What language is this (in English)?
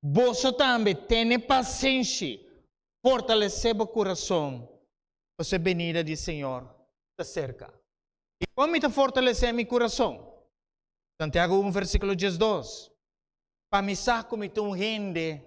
Papiamento